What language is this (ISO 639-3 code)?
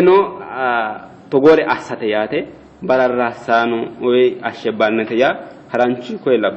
sid